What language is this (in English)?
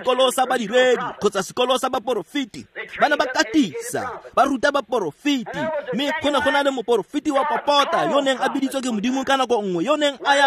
Tswana